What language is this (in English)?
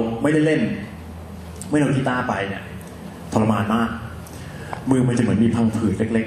Thai